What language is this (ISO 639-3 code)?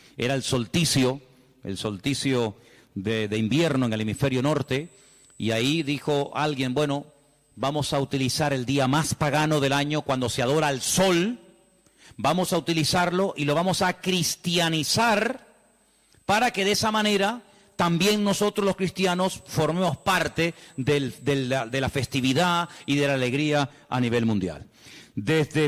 spa